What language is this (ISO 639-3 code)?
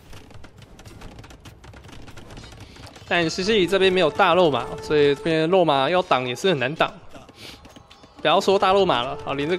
zho